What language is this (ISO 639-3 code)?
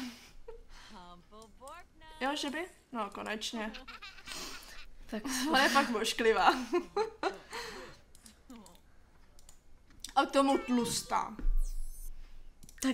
ces